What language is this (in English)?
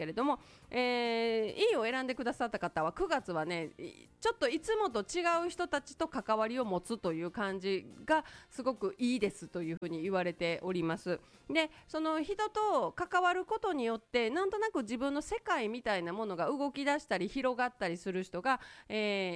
Japanese